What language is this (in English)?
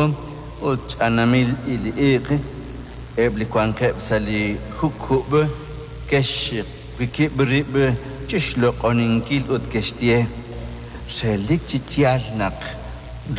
Kekchí